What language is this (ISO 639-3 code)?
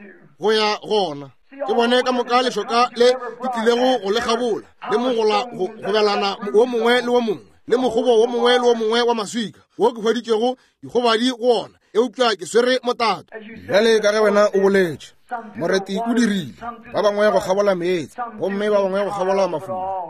nso